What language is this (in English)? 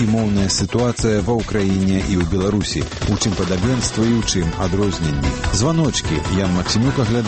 Belarusian